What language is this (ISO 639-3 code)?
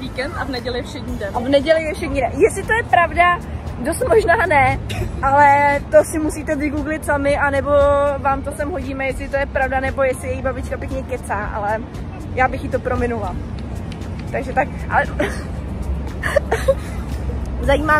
ces